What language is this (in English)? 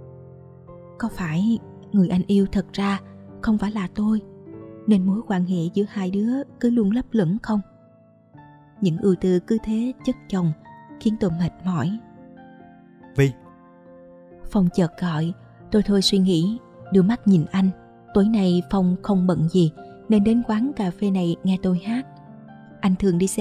Vietnamese